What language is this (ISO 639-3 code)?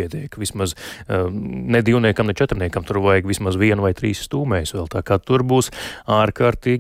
lav